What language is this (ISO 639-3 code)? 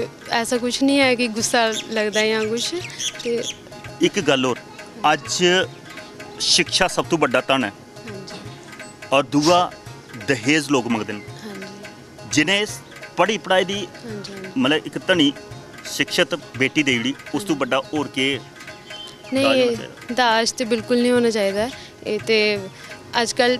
doi